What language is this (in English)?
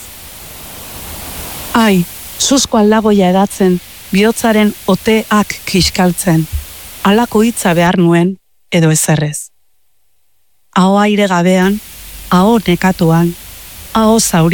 Basque